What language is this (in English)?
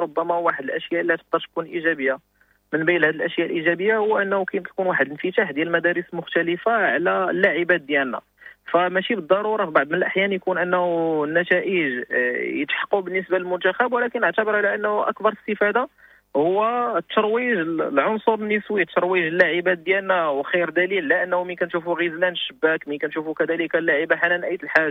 Moroccan Arabic